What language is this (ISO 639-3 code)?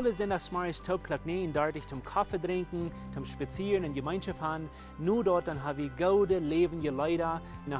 pdt